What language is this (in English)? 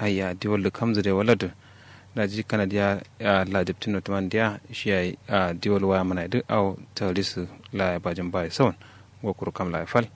Kanuri